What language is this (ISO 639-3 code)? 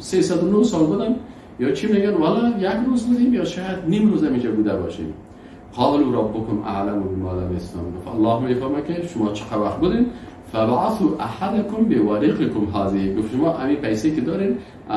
fas